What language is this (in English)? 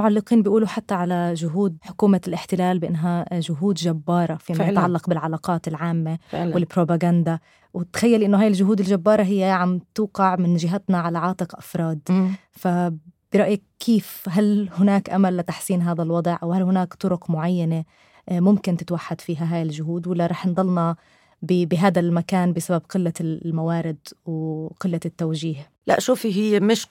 North Levantine Arabic